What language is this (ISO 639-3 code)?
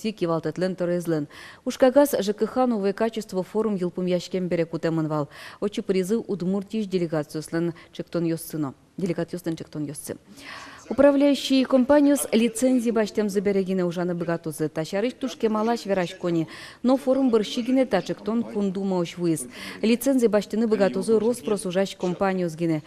udm